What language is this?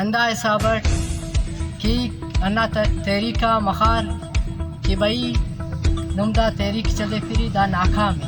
Brahui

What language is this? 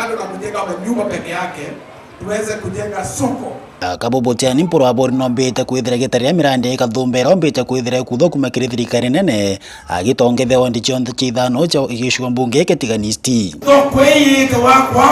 Meru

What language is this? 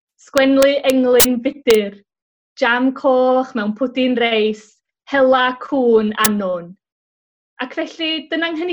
Welsh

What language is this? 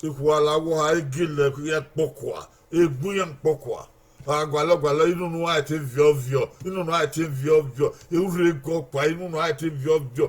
Bini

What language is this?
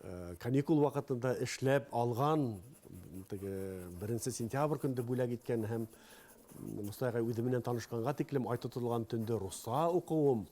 Bashkir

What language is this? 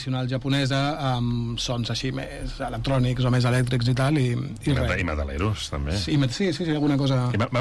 Catalan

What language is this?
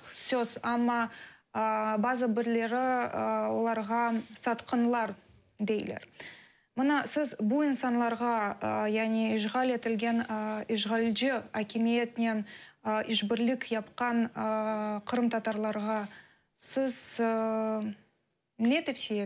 Crimean Tatar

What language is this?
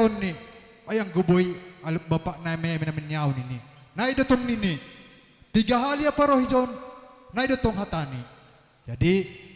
Batak Simalungun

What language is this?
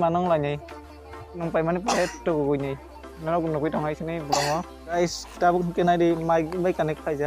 Kok Borok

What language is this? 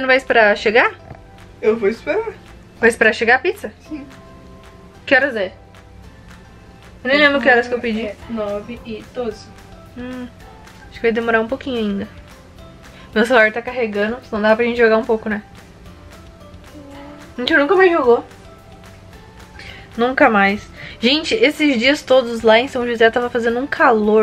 Portuguese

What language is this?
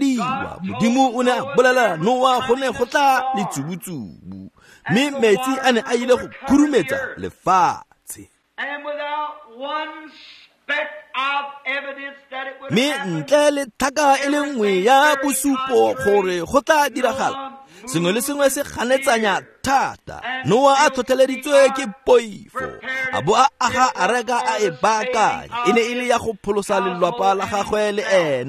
Tswana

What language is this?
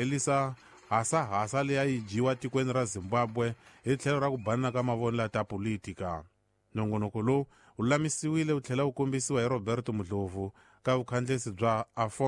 Tsonga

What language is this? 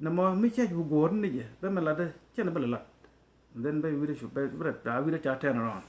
Nuer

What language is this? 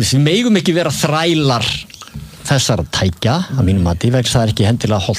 Icelandic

